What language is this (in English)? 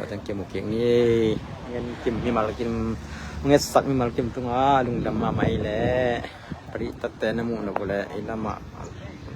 Tedim Chin